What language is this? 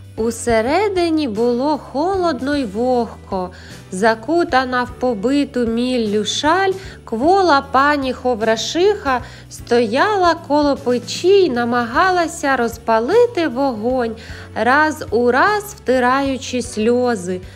Ukrainian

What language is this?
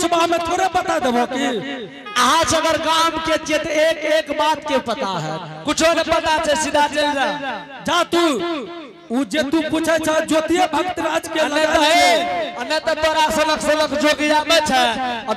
Angika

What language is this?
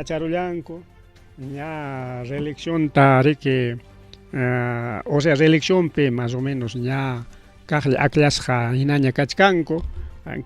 Ayacucho Quechua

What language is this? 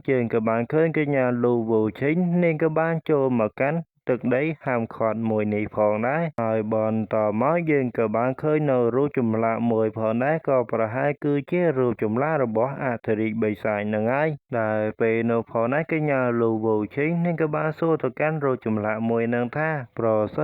Khmer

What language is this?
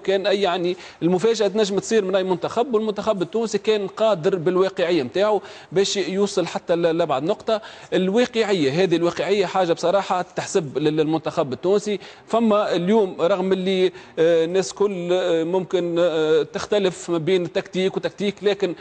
Tunisian Arabic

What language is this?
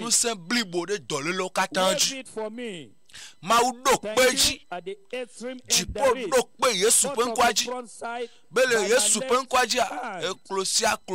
Ewe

